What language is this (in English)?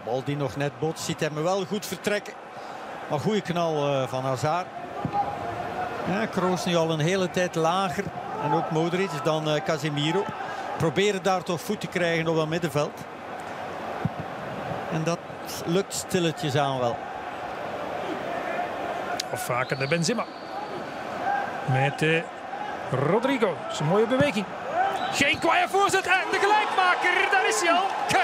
Dutch